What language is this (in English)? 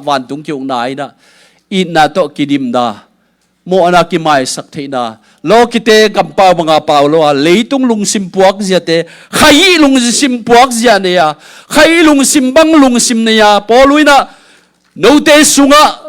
Tedim Chin